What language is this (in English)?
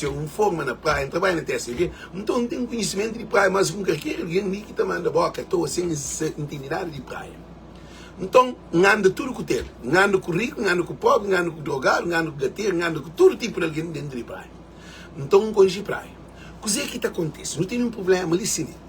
Kabuverdianu